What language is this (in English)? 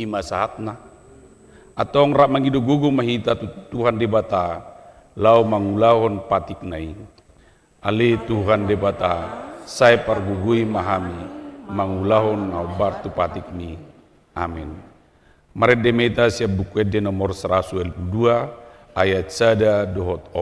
Batak Toba